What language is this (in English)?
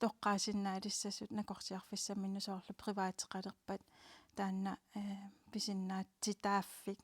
Kalaallisut